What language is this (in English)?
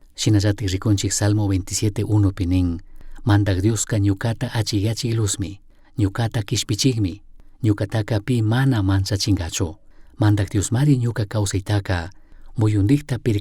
Chimborazo Highland Quichua